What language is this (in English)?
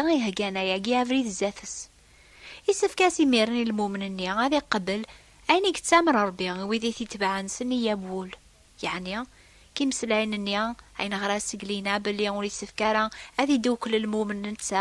Kabyle